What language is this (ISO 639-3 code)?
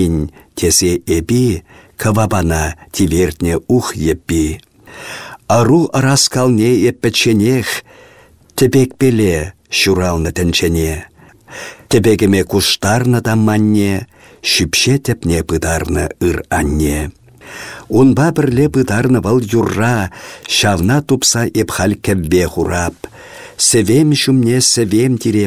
chv